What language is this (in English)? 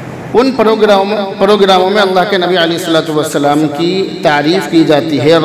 Urdu